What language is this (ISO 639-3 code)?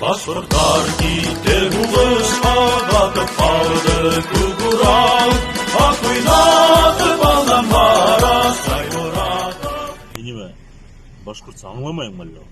bak